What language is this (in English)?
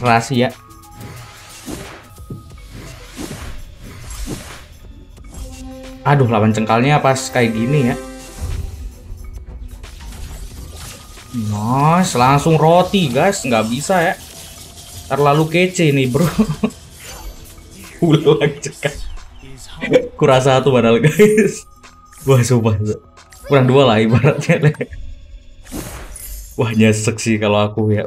Indonesian